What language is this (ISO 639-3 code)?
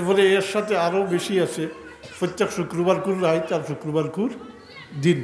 syl